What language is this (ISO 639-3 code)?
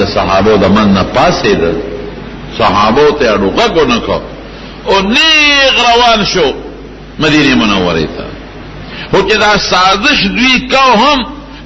pus